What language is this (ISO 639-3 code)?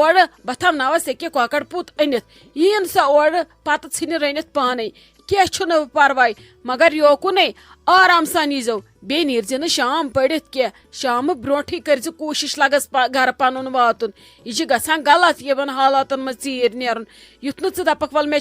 kas